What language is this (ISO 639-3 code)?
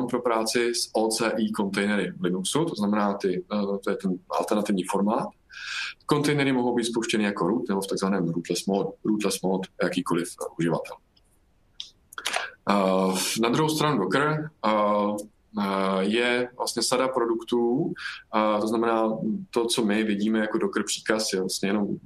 ces